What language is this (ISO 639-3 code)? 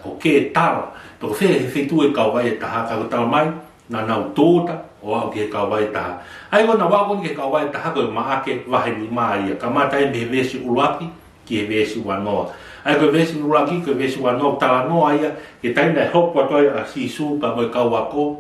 ton